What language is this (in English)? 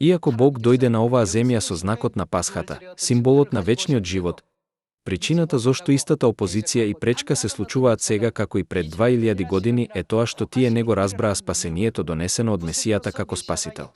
Macedonian